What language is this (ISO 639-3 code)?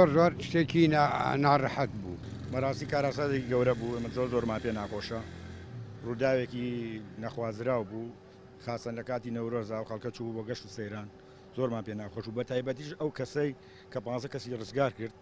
ckb